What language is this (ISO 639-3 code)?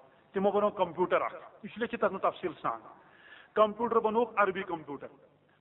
kas